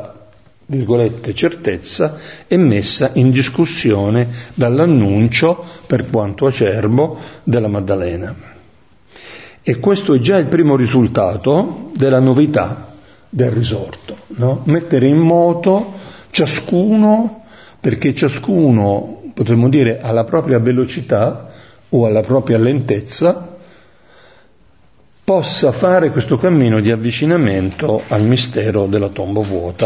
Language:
Italian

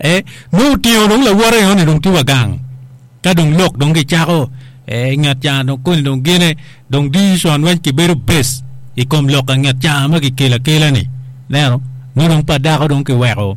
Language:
Acoli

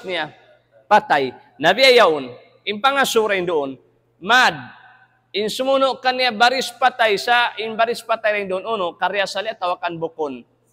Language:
Tausug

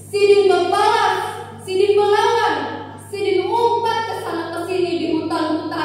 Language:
Banjar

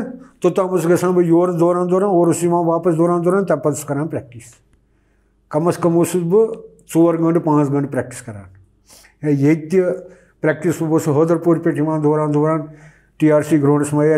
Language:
Kashmiri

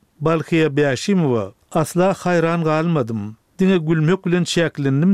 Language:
Turkmen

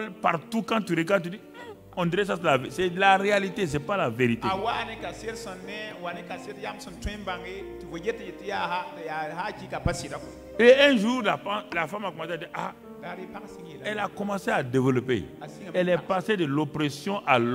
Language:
French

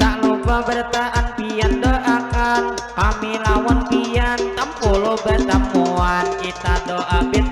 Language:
Banjar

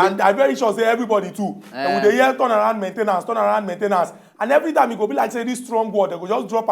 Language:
Nigerian Pidgin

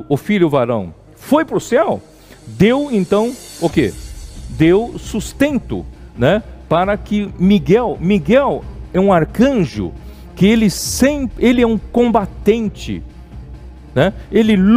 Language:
Portuguese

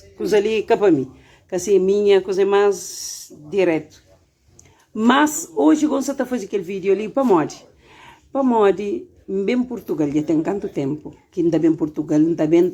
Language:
Kabuverdianu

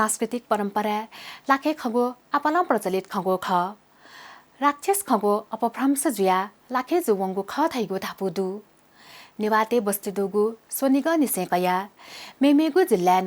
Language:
Newari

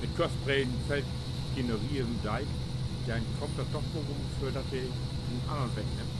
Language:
Low German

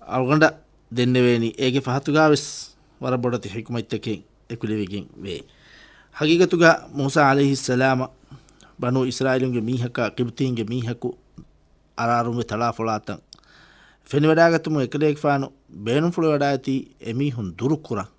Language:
Divehi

